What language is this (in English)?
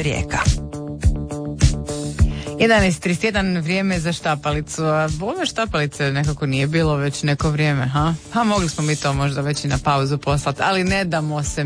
Croatian